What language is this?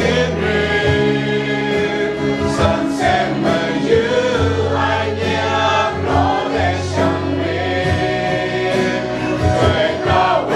Kachin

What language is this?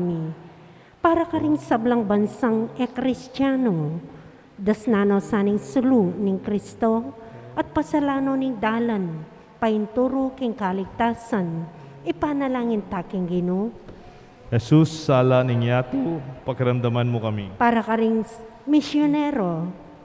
Pampanga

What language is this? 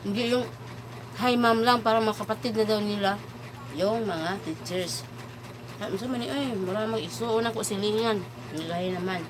Cebuano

